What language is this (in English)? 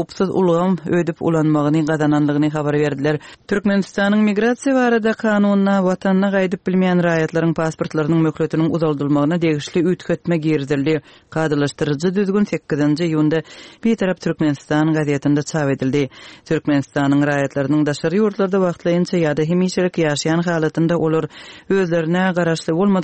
Kyrgyz